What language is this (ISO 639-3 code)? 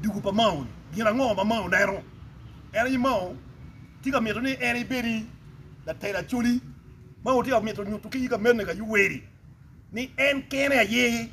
ach